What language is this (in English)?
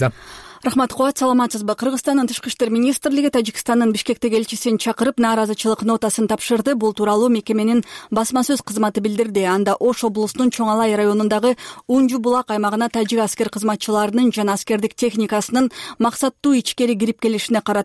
Kyrgyz